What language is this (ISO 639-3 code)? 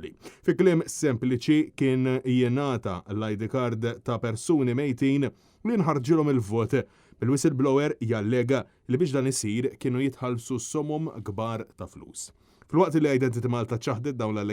mlt